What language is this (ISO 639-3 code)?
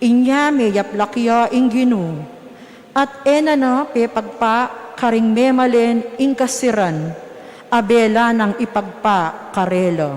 pam